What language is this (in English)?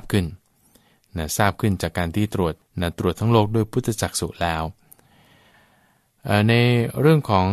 Thai